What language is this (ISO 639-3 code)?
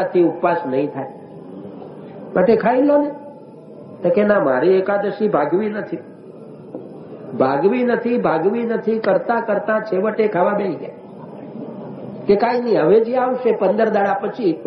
guj